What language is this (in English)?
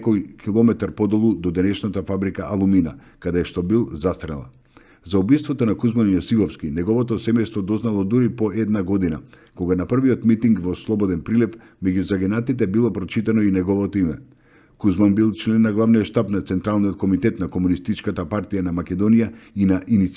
Macedonian